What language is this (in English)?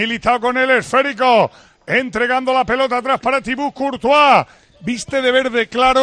Spanish